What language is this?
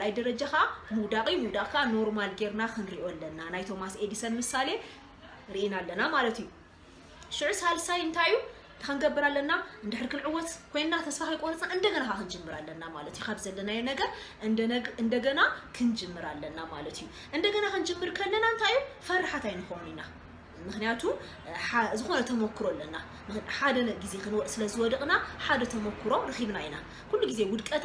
Tigrinya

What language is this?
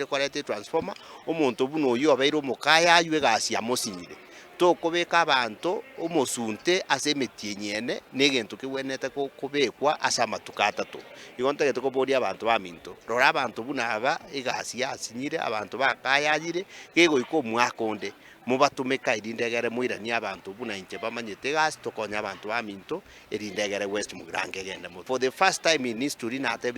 Gusii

